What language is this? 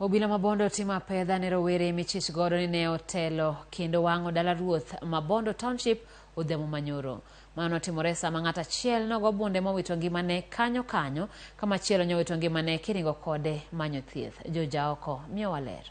Luo (Kenya and Tanzania)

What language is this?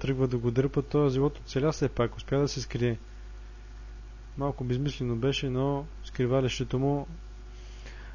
Bulgarian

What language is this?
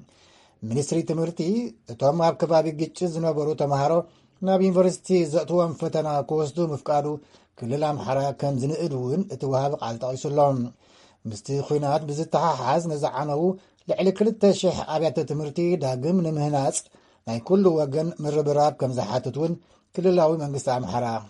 Tigrinya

